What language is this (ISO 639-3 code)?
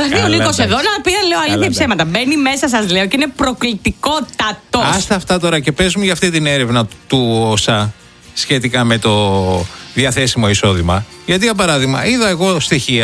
ell